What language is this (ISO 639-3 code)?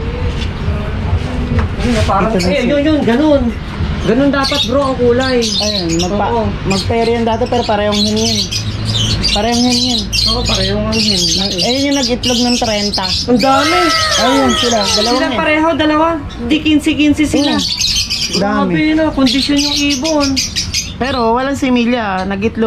fil